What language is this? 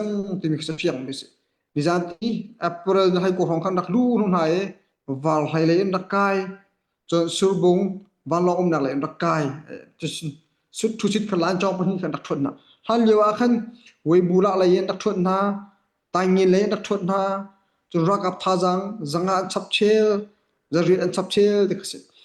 Hakha Chin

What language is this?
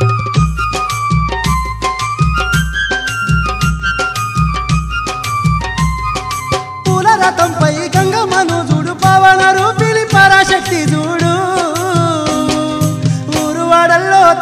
Telugu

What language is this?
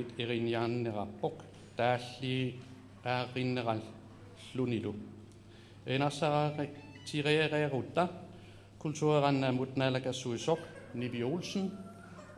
Kalaallisut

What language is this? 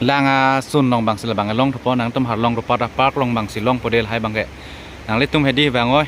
Karbi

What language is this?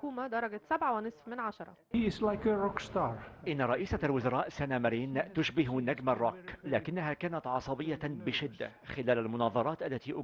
Arabic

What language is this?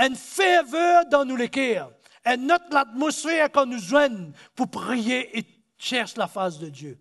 Morisyen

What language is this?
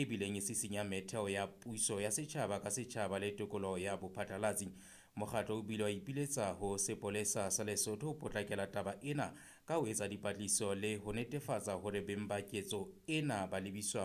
Southern Sotho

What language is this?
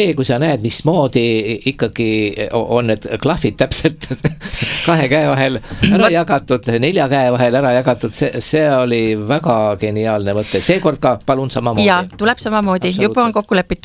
Estonian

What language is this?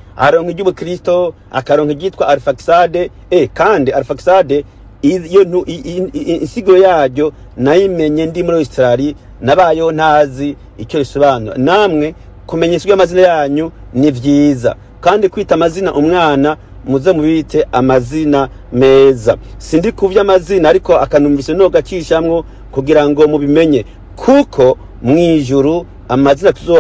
Rundi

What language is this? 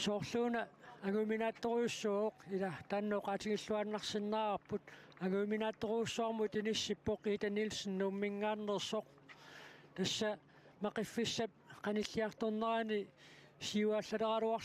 Kalaallisut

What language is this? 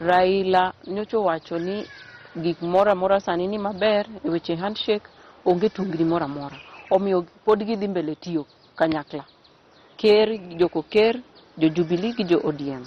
Luo (Kenya and Tanzania)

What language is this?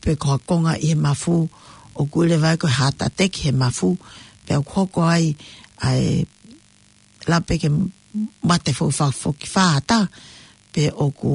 Tongan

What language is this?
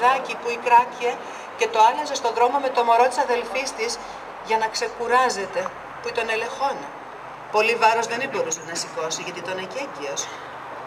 Greek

